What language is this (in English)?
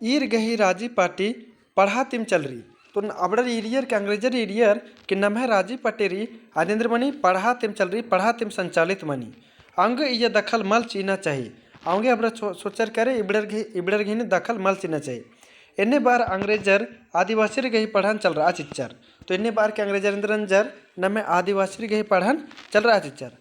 Kurukh